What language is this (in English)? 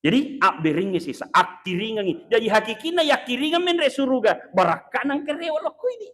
Buginese